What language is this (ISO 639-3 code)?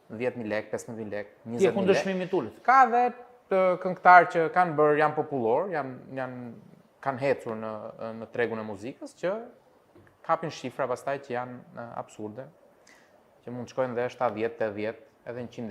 sqi